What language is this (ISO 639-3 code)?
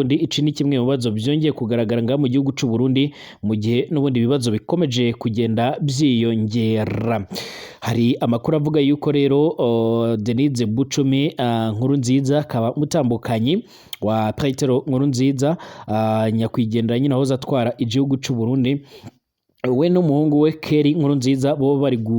run